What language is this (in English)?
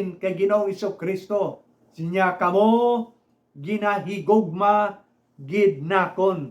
Hiligaynon